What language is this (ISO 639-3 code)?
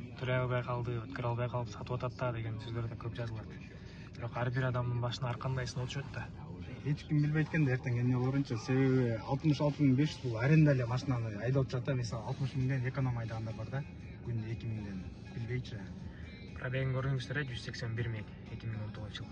kir